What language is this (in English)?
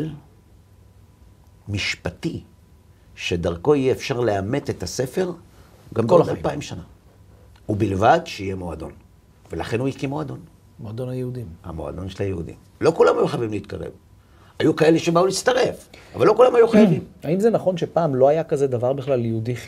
Hebrew